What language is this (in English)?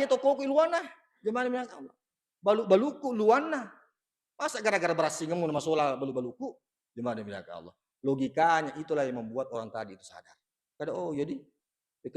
Buginese